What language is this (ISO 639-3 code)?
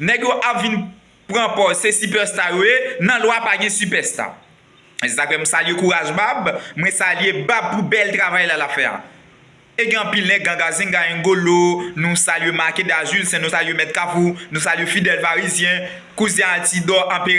hat